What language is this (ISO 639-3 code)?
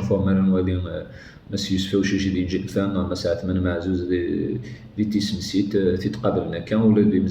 kab